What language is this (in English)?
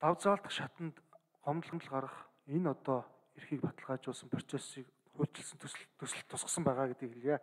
Mongolian